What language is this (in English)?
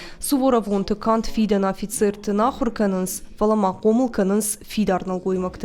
Ossetic